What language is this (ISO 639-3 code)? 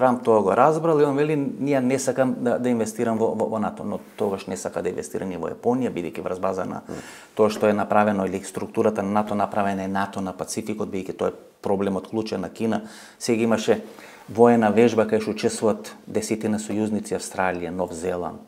mkd